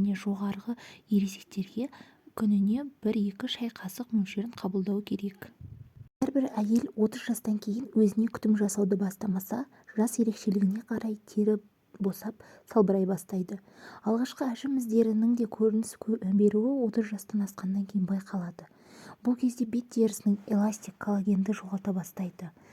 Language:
Kazakh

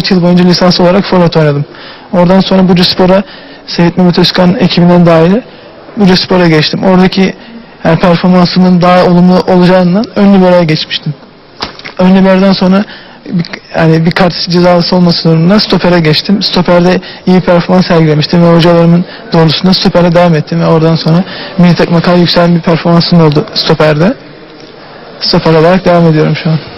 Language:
Turkish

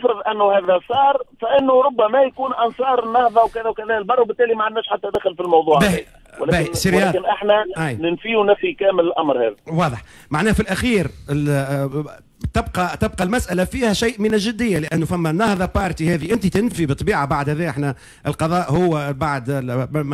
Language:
Tunisian Arabic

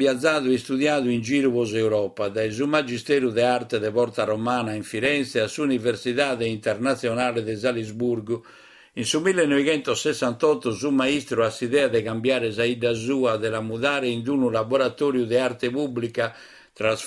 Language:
Sardinian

